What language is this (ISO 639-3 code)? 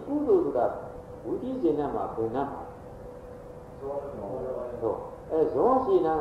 mya